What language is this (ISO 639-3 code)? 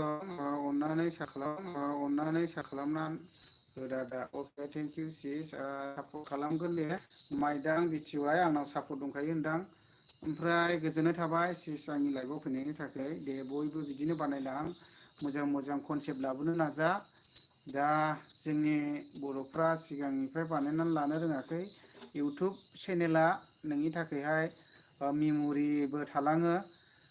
brx